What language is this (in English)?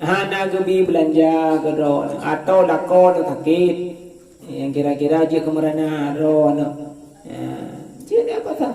Achinese